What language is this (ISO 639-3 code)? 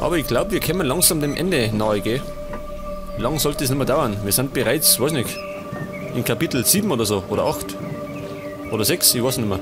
bar